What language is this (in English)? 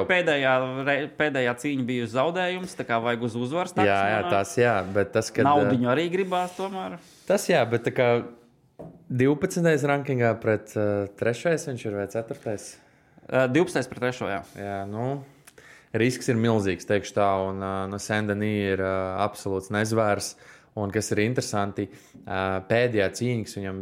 Latvian